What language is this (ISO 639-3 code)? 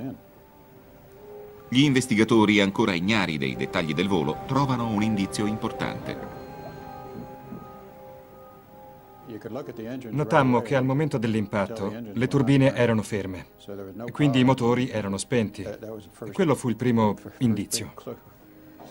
ita